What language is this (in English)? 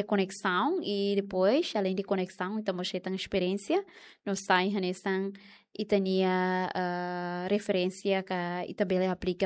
Tetum